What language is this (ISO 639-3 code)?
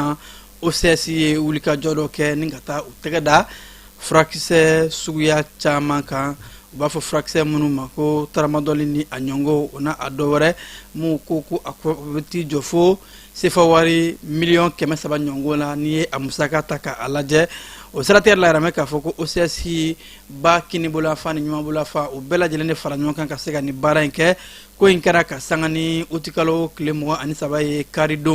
bam